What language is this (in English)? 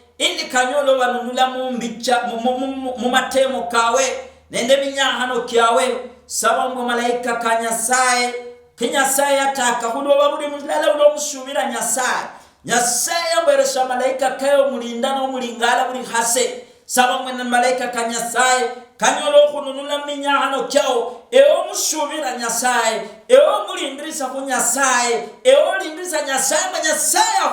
Luyia